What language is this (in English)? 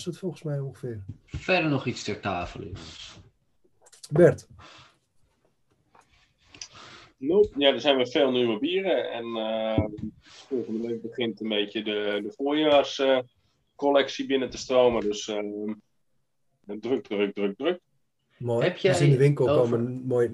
Dutch